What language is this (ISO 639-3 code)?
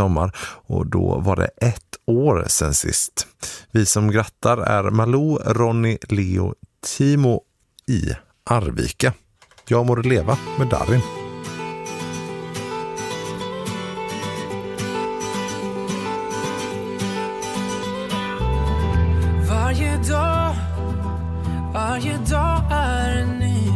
swe